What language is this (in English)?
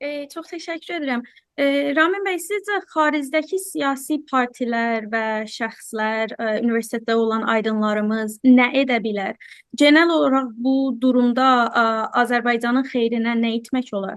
South Azerbaijani